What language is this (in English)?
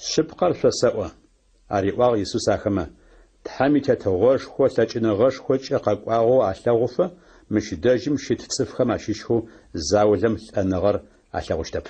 Adyghe